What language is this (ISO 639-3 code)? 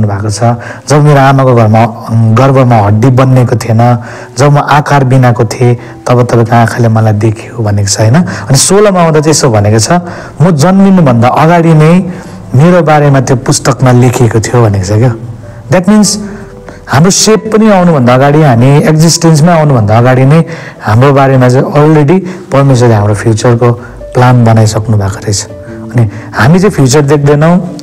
nep